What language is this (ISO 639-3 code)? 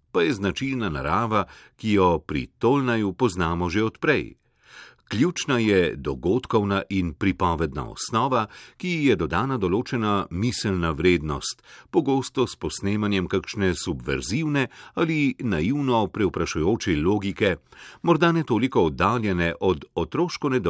slv